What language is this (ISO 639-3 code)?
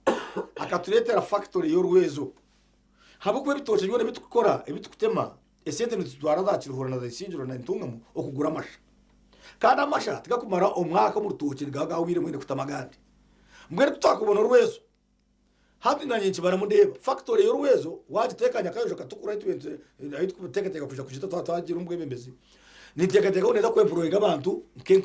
nyn